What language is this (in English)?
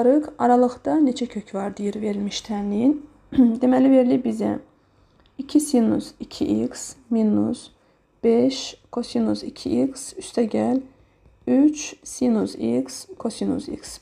Azerbaijani